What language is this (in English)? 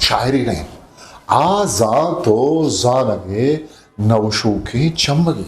Eastern Balochi